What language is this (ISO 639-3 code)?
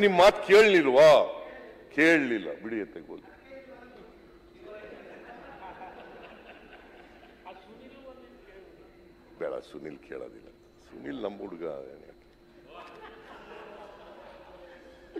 kan